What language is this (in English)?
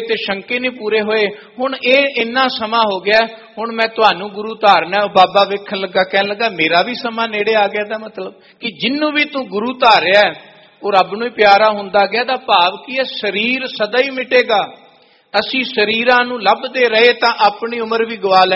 Punjabi